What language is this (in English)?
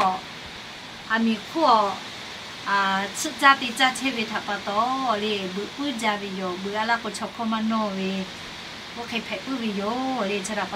Lahu